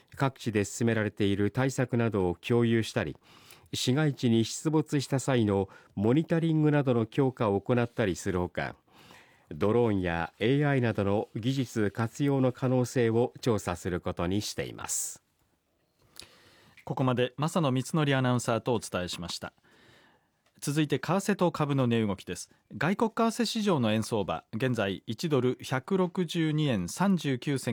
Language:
Japanese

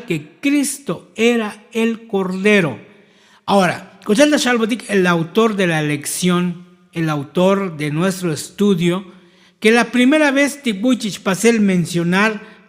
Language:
Tzotzil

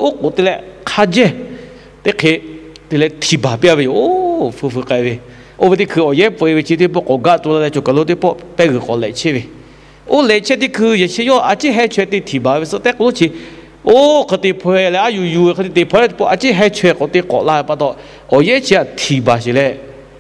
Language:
Lahu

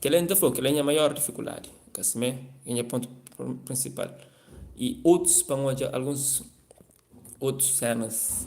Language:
Kabuverdianu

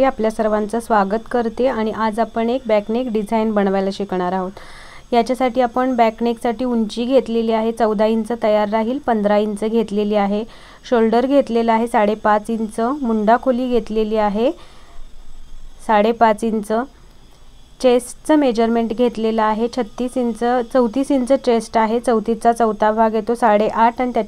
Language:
Marathi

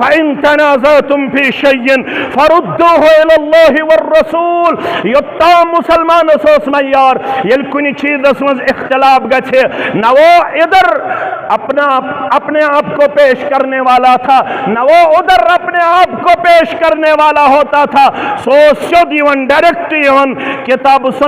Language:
Kashmiri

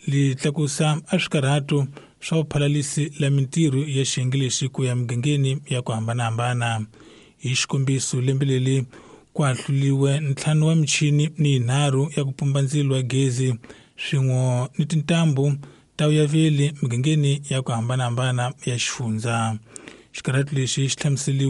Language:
Tsonga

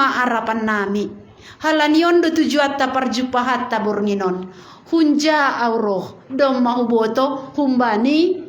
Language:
Batak Simalungun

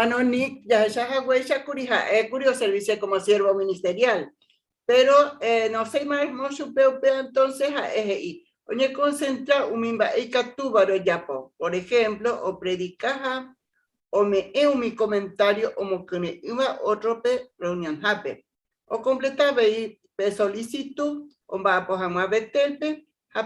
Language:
Guarani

